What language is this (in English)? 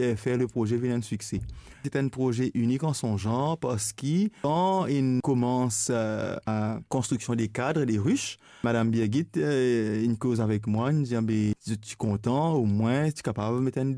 Morisyen